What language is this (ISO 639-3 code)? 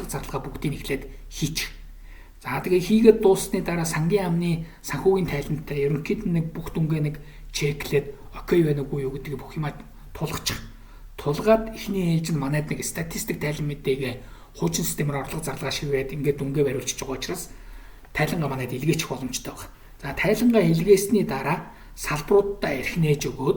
mon